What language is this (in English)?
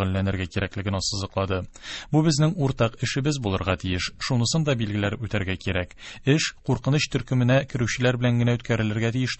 Tatar